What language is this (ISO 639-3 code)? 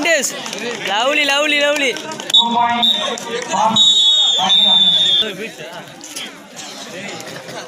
tam